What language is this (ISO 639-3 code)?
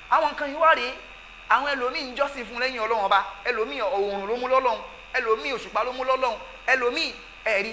yor